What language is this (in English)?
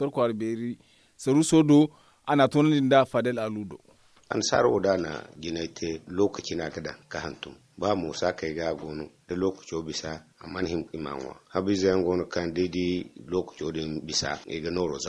Zarma